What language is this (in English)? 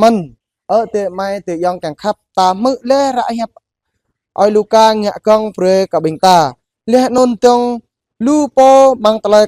Jarai